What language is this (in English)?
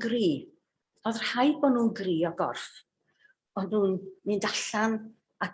Welsh